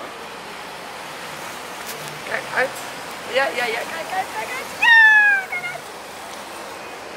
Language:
Dutch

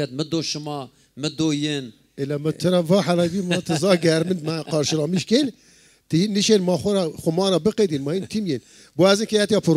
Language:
Zaza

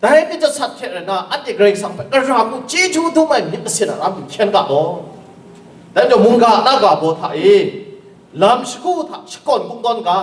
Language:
Kachin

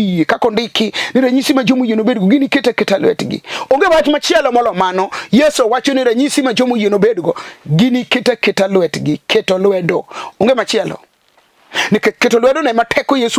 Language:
Luo (Kenya and Tanzania)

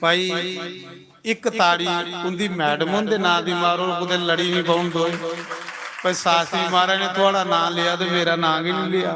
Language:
Dogri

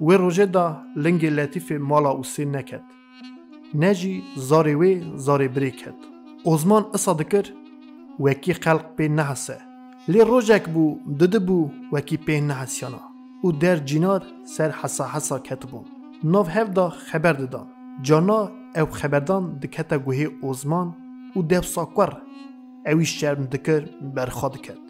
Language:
Kurdish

